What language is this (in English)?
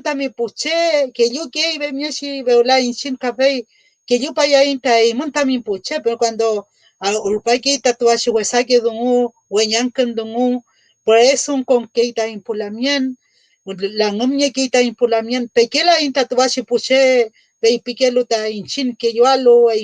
Mapuche